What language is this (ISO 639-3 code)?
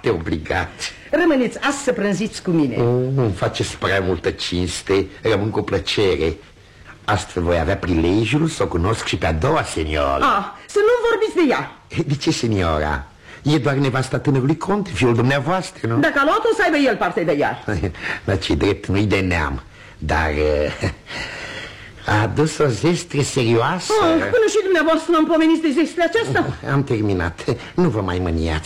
ron